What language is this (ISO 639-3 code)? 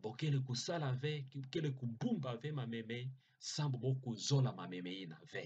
ktu